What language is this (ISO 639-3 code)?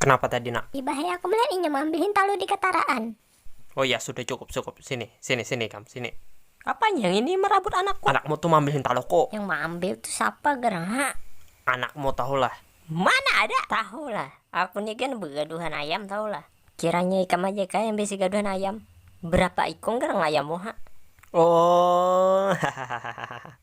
bjn